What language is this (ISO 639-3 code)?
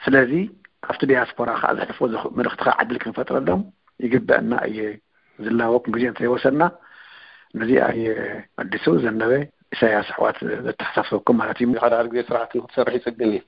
tir